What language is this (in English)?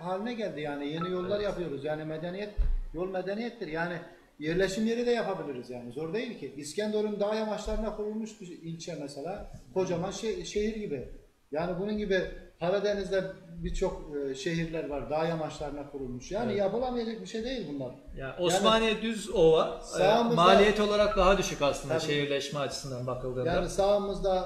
Turkish